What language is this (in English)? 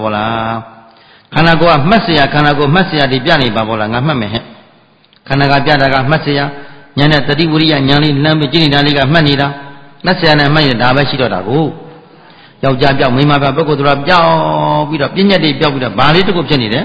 Burmese